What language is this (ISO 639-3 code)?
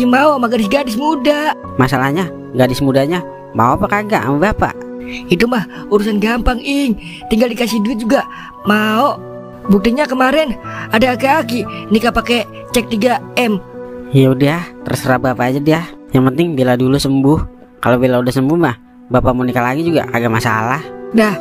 bew